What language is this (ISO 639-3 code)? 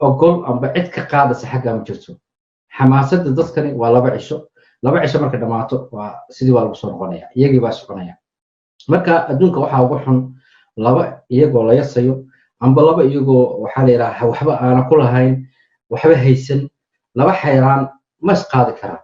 som